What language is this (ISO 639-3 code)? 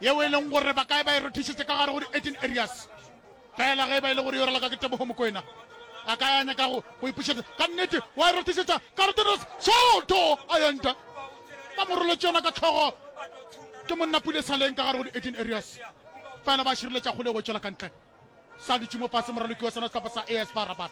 nso